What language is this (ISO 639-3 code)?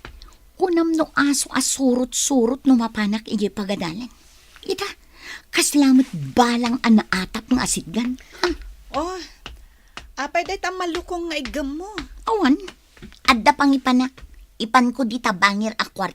ilo